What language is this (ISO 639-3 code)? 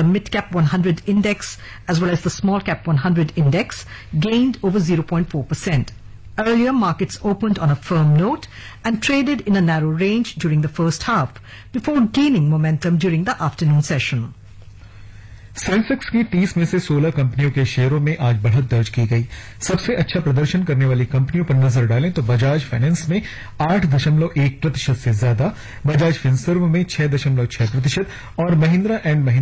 hin